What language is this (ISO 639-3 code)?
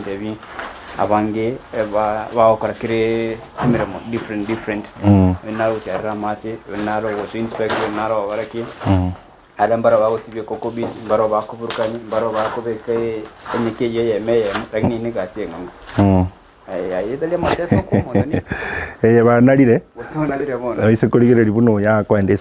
guz